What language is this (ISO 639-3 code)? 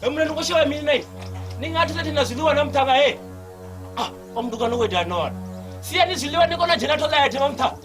ven